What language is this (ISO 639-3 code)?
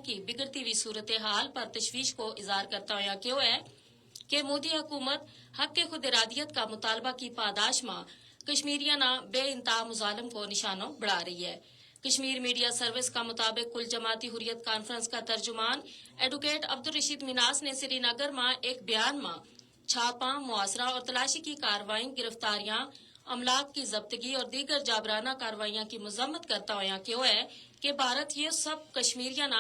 gju